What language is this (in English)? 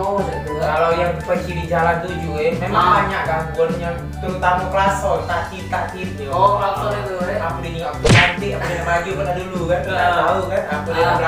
Musi